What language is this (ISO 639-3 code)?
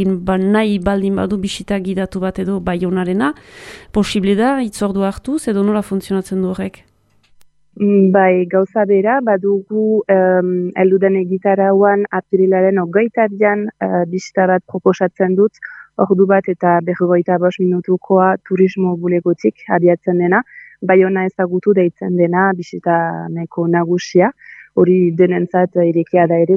eus